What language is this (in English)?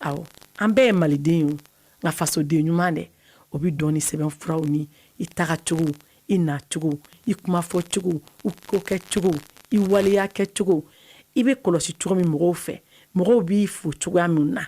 Bambara